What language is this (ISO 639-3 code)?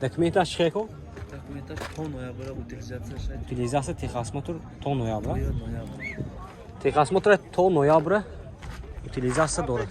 tgk